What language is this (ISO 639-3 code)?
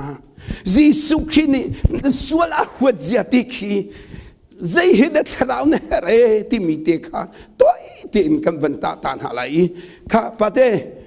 cnh